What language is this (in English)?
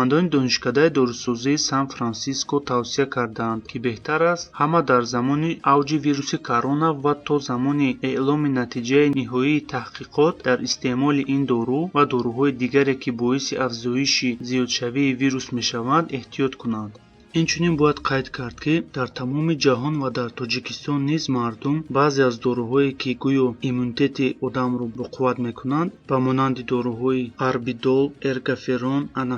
Tajik